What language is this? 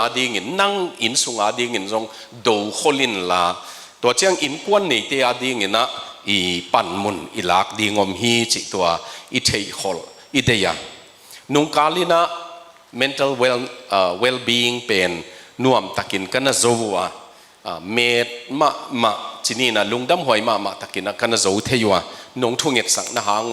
Tedim Chin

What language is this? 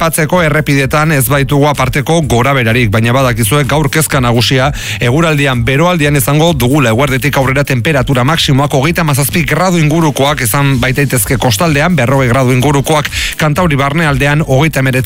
Basque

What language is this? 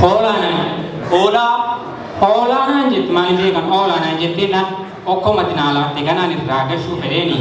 Oromo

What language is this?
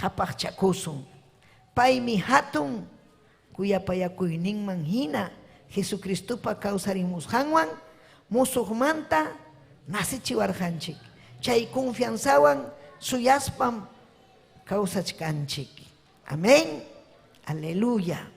Ayacucho Quechua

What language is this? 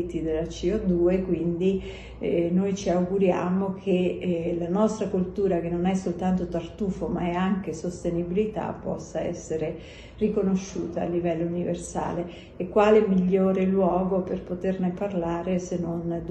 Italian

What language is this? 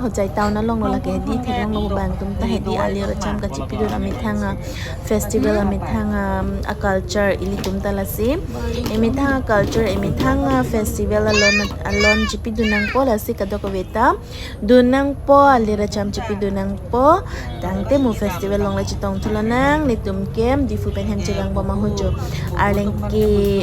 Karbi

